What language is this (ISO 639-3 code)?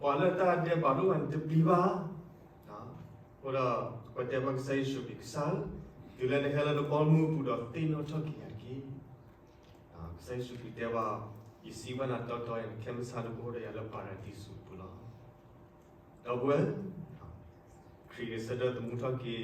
ksw